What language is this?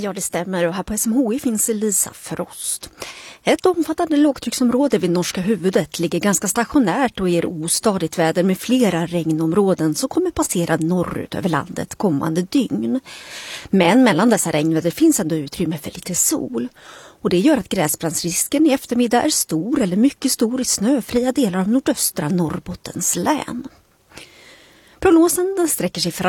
Swedish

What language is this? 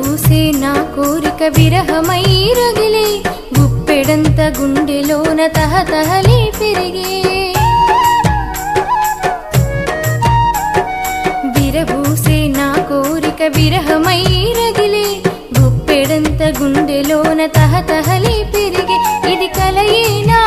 Telugu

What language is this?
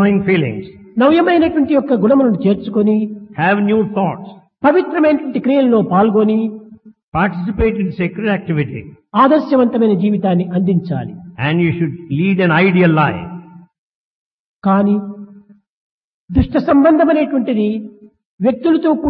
Telugu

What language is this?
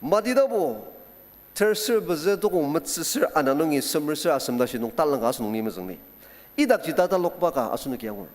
Ao Naga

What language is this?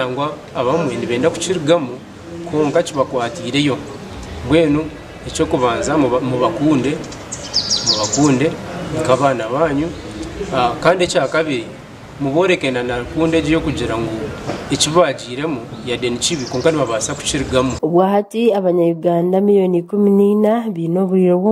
Nyankole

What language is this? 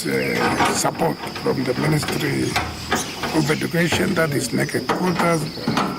Kamba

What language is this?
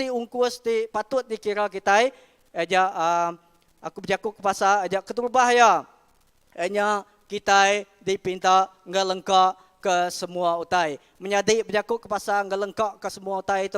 Iban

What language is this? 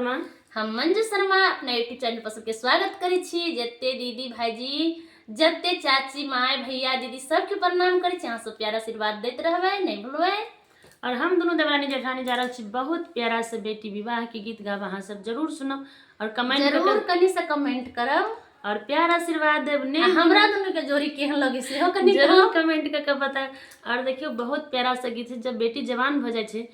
Maithili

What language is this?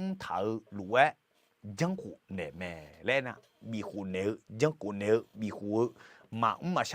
Akha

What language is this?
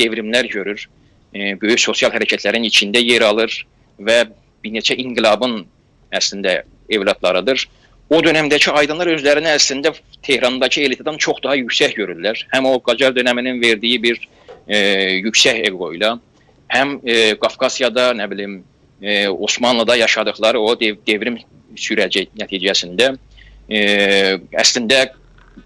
South Azerbaijani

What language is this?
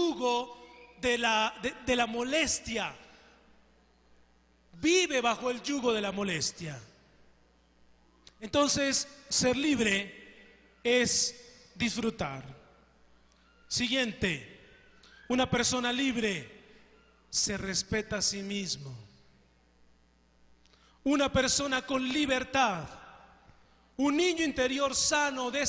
Spanish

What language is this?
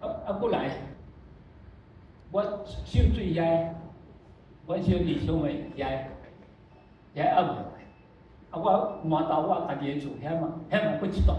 Min Nan Chinese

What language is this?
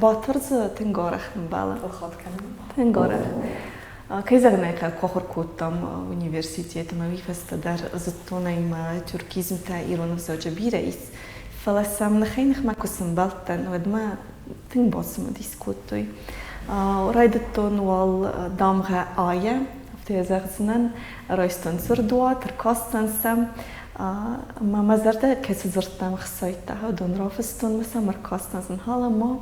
Ossetic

